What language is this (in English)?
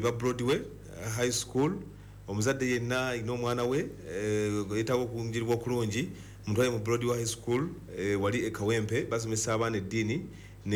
Ganda